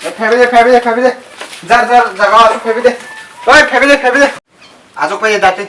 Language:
Kok Borok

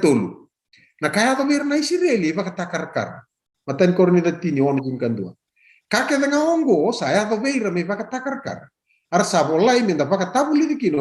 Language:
Fijian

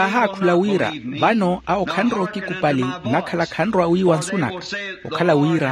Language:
Makhuwa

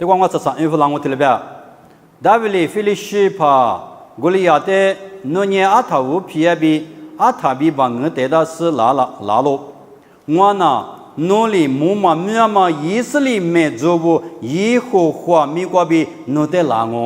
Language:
Lisu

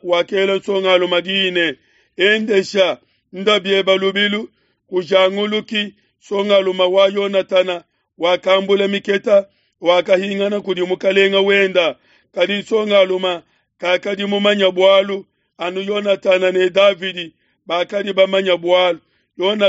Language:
Luba-Lulua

